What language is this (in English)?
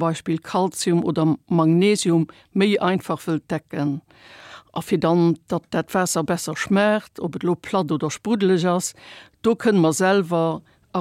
Luxembourgish